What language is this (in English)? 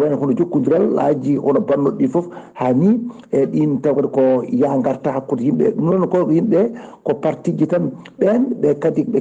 Fula